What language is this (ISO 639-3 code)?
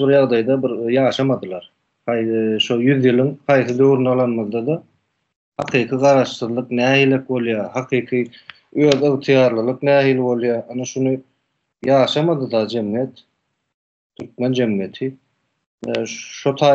tuk